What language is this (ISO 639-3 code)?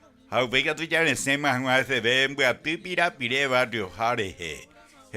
grn